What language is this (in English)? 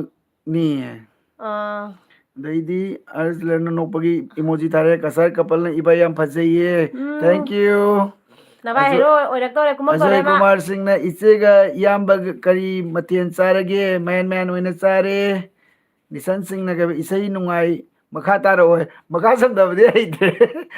Manipuri